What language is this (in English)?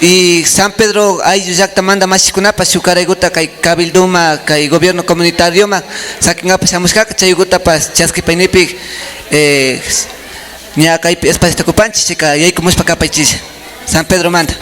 Imbabura Highland Quichua